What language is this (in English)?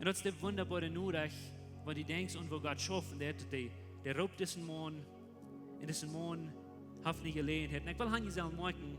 Plautdietsch